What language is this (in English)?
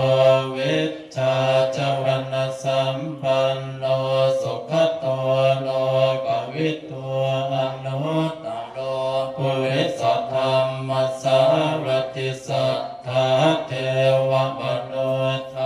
Pali